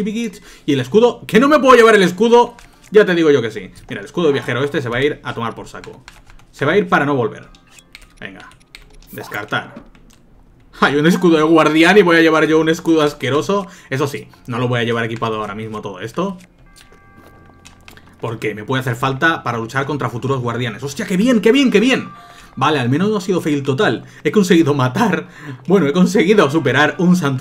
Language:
Spanish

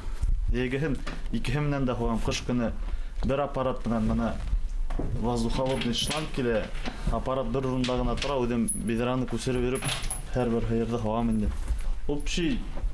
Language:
Bashkir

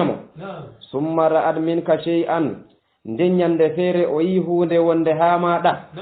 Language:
Fula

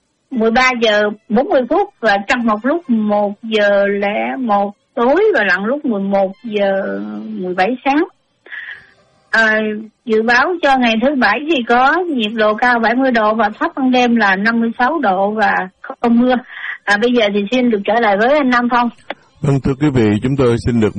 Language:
Vietnamese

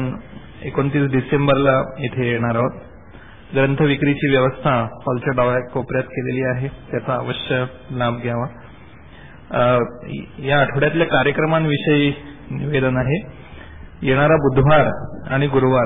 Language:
Marathi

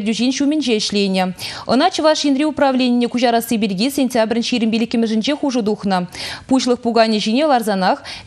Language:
Chuvash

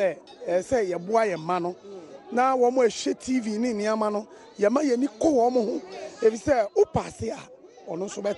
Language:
Akan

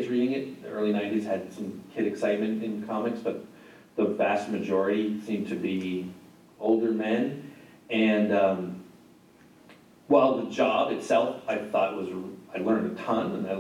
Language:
English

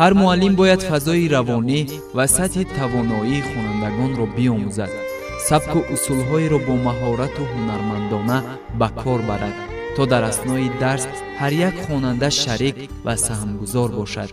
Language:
Tajik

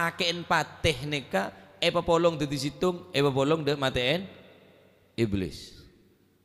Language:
Madurese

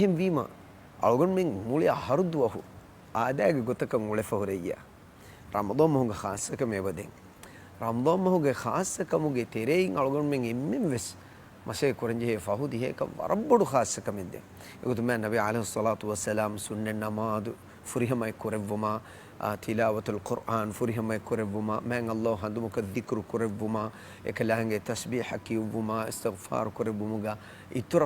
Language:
Divehi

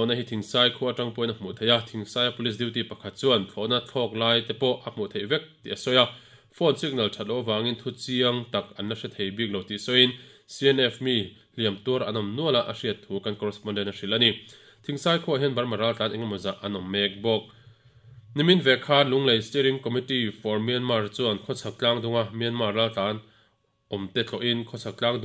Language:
Mizo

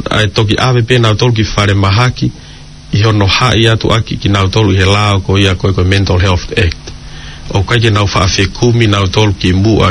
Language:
Tongan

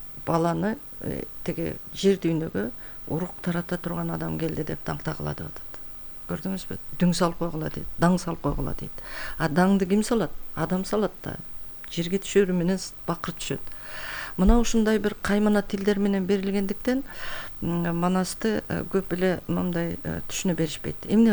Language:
Kyrgyz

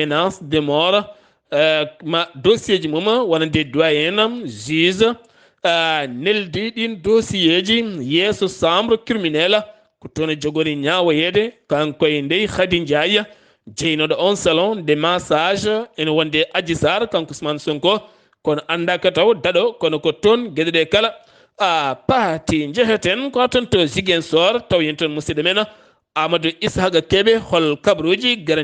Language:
Fula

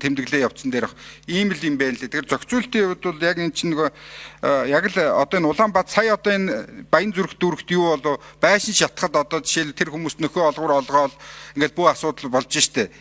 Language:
Mongolian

